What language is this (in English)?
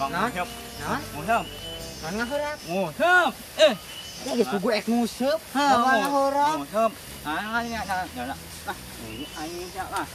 Sundanese